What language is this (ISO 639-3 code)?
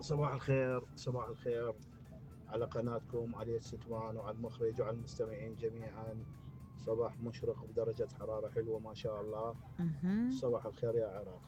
acm